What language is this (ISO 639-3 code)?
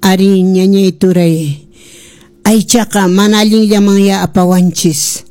que